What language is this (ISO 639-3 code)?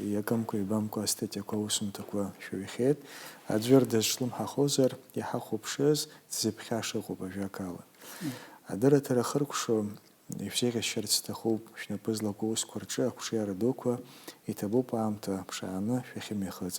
abk